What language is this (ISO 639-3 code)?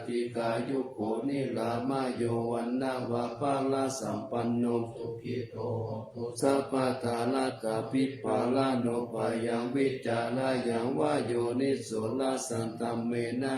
pli